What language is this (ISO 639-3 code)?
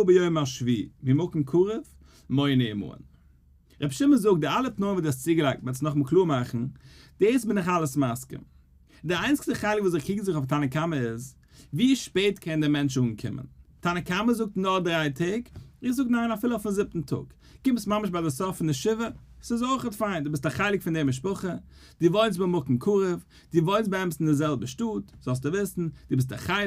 yid